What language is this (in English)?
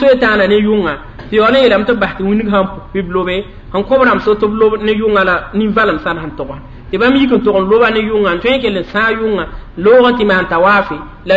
Mossi